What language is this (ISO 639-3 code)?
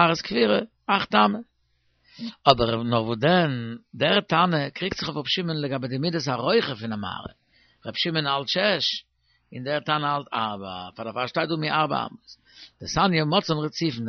yid